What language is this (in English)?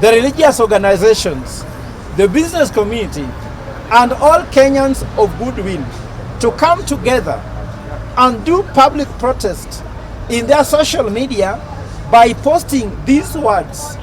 Kikuyu